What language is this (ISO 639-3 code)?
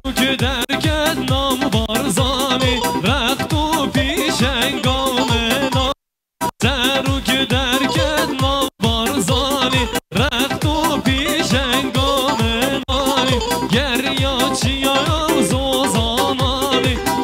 kur